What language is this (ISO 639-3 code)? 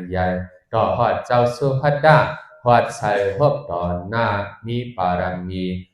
shn